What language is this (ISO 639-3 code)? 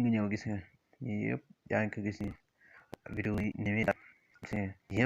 wol